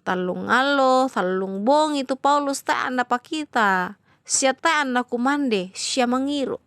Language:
Toraja-Sa'dan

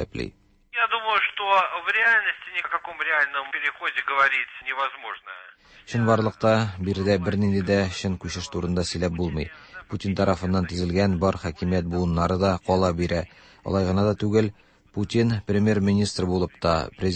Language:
Tatar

